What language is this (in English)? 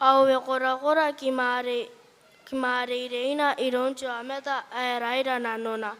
Gilbertese